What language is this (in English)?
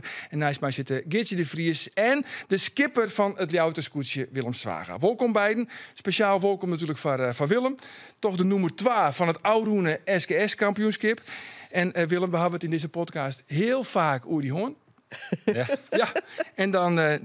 Western Frisian